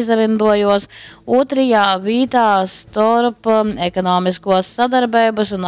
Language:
Latgalian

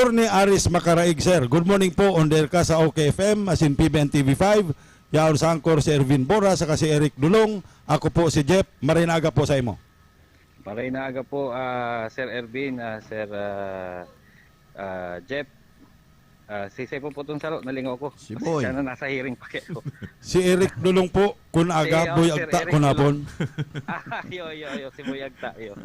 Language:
Bikol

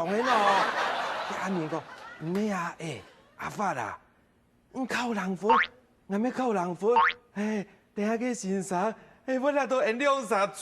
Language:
Hakka Chinese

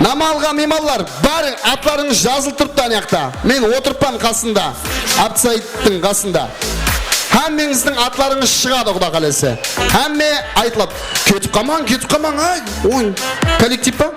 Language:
Kara-Kalpak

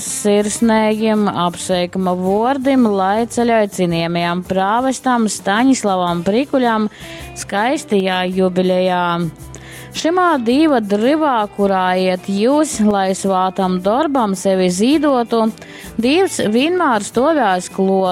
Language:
Latgalian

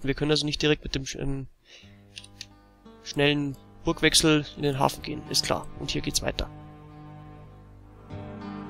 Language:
German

